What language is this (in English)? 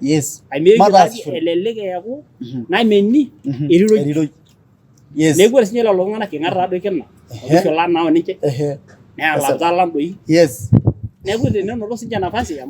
Masai